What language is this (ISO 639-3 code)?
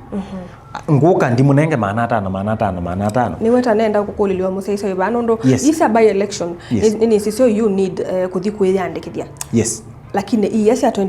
kam